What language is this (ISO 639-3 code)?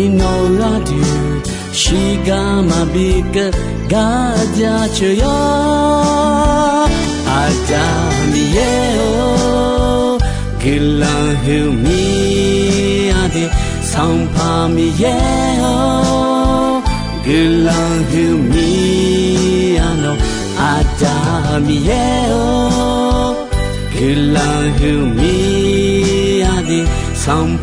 ahk